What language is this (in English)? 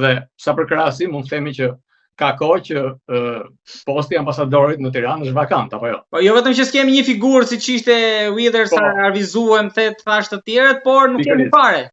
Albanian